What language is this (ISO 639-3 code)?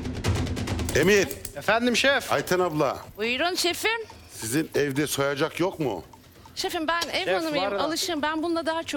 tur